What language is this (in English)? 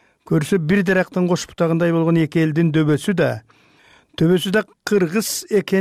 Kyrgyz